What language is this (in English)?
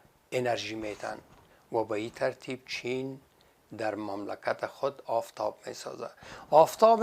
Persian